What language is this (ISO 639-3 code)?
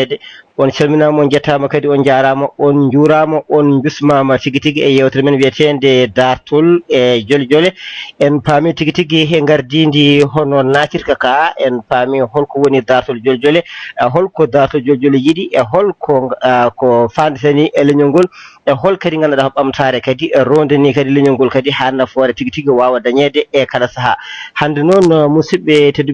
ful